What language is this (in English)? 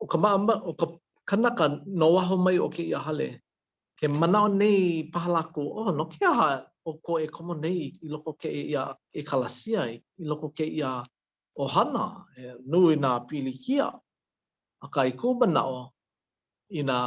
Hawaiian